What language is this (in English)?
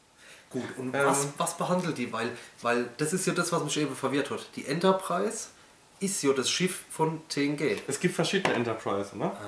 German